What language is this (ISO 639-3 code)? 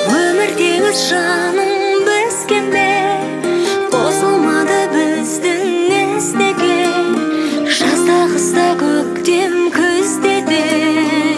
kaz